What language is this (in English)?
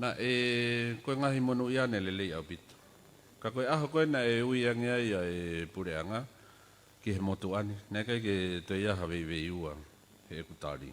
Tongan